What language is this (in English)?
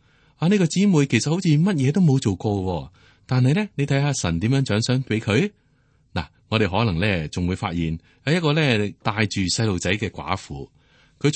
Cantonese